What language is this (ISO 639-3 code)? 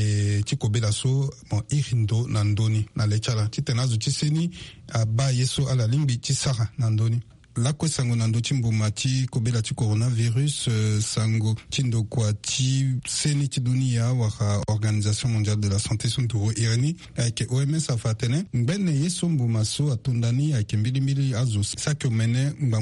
sag